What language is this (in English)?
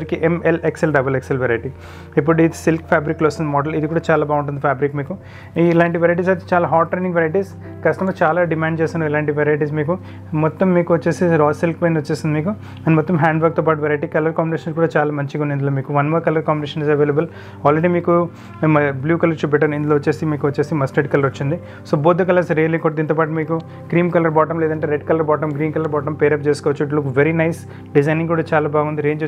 Telugu